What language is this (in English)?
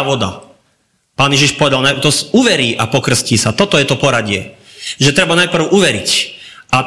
Slovak